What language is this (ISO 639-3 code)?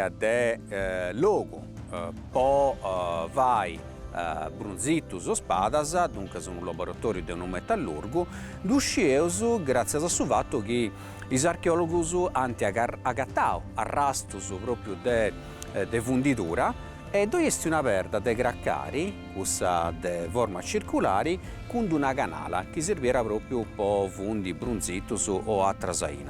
srd